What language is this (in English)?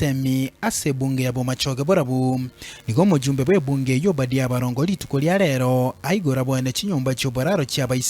Gusii